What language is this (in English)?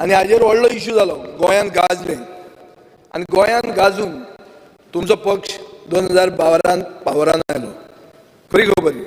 Konkani